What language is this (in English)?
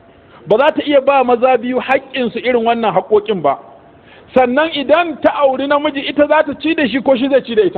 Hausa